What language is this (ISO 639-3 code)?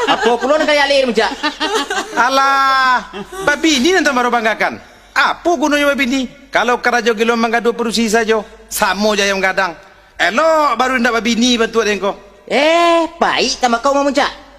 min